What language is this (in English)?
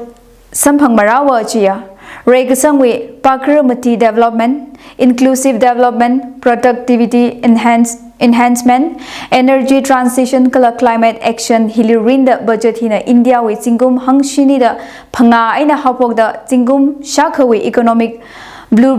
Tangkhul Naga (India)